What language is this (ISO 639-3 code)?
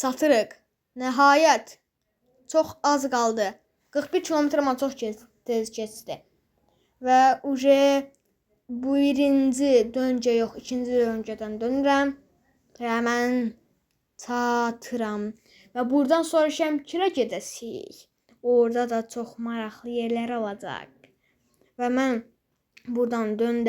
aze